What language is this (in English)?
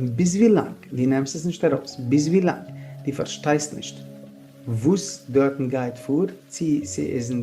Yiddish